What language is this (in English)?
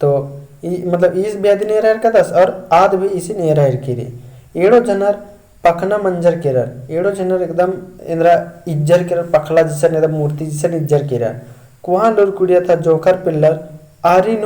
Kurukh